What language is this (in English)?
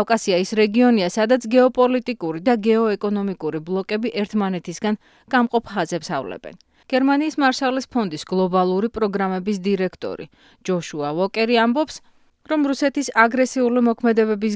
Georgian